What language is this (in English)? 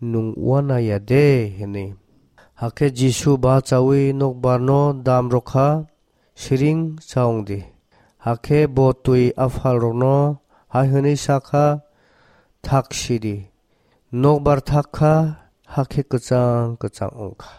Kok Borok